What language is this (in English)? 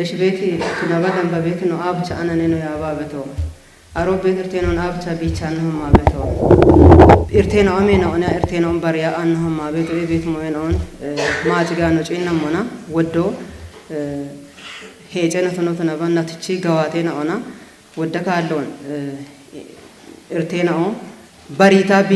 Kafa